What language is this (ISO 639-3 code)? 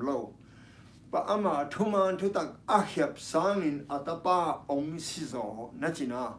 ctd